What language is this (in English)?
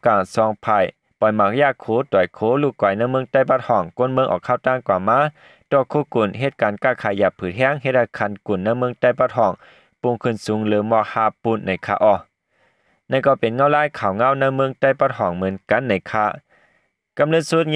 Shan